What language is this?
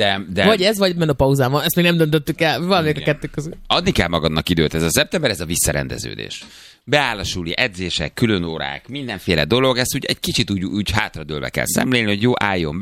Hungarian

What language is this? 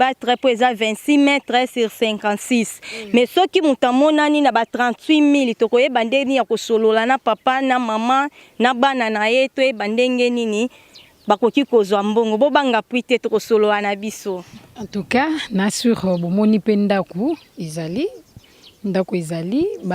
Lingala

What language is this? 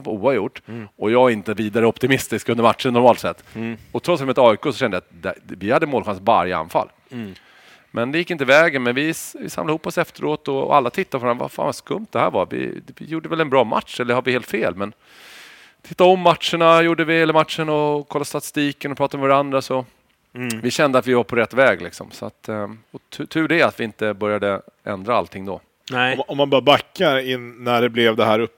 Swedish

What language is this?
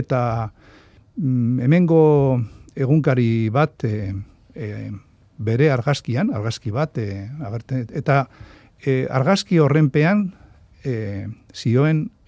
Basque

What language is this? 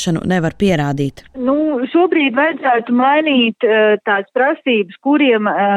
Latvian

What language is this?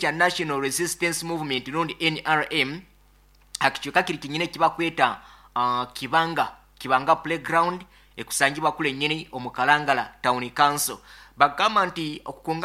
Nyankole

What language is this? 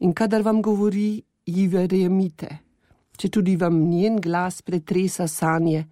Slovenian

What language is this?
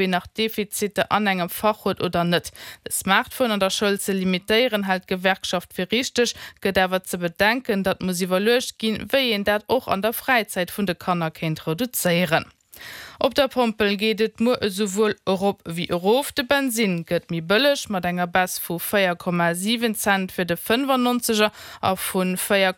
Luxembourgish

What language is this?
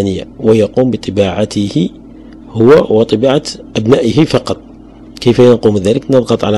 Arabic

